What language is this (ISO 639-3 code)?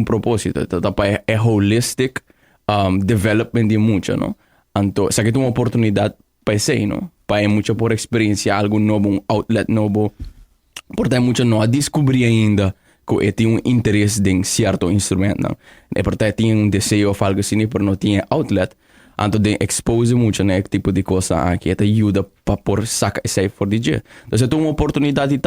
pap